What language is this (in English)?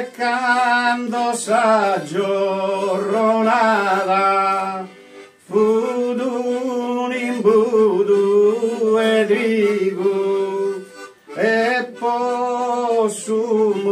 Sardinian